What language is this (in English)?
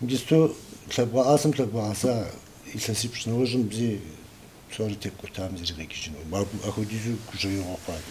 Kabardian